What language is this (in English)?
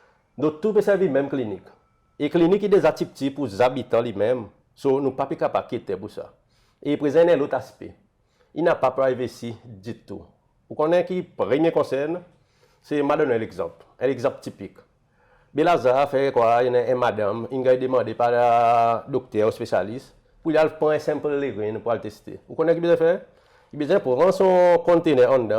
Seselwa Creole French